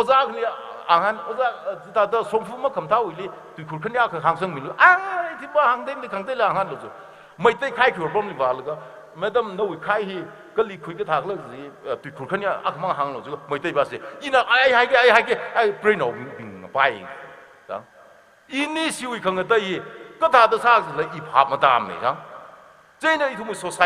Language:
Tangkhul Naga (India)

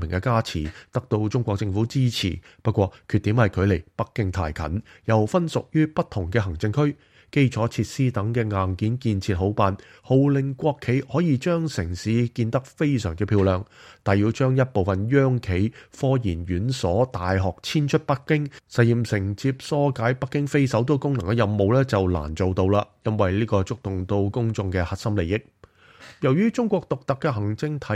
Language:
Cantonese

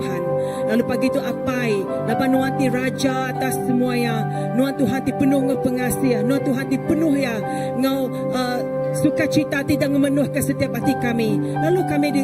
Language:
Iban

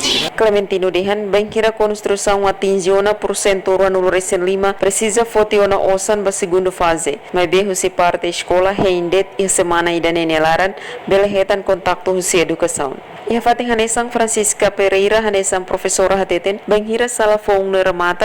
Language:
Tetum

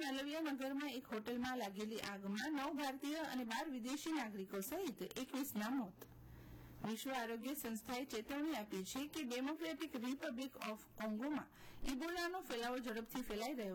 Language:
Gujarati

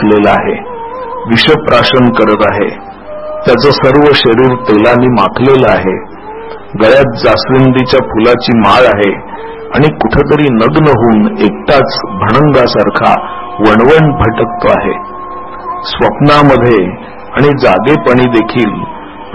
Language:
Marathi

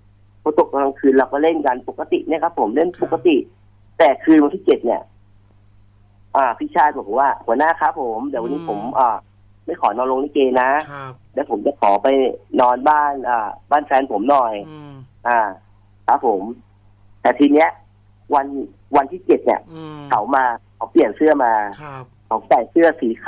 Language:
Thai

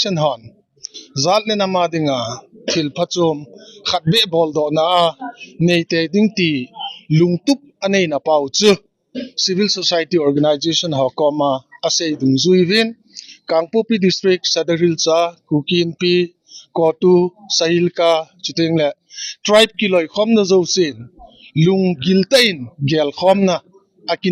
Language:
Thado Chin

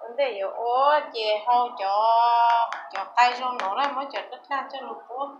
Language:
Hmong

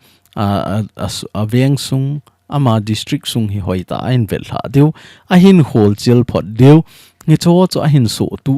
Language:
Thado Chin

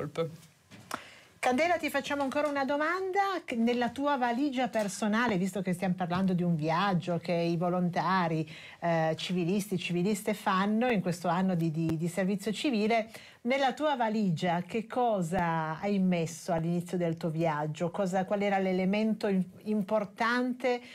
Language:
Italian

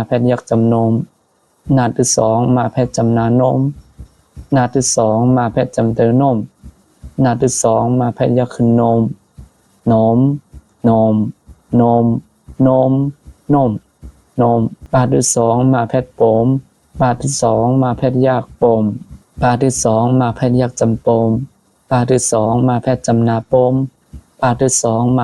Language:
Shan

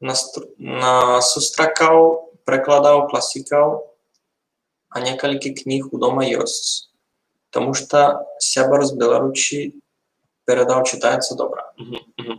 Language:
Rusyn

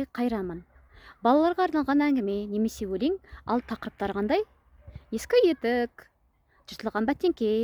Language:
Kazakh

